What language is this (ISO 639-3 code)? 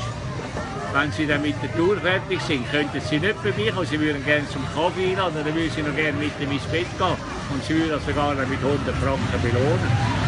gsw